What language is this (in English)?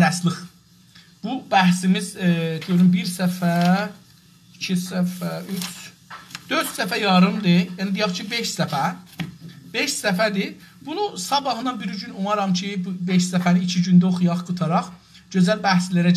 South Azerbaijani